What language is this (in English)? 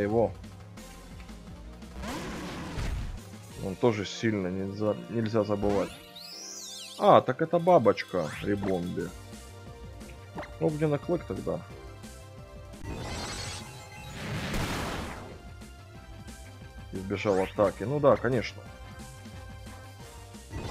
Russian